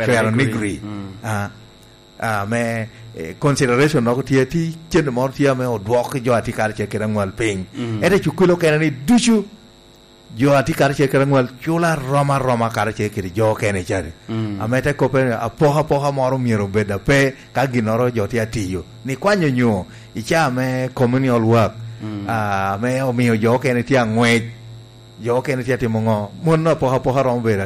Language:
Lango (Uganda)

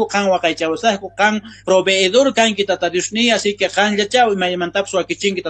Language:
South Bolivian Quechua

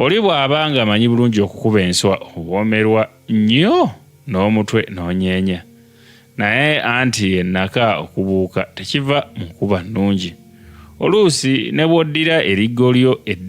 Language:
Ganda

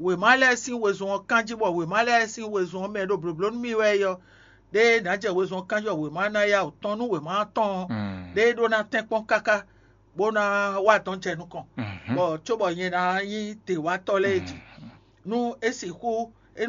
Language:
Fon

